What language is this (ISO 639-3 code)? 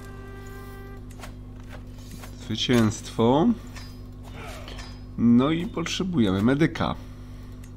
pol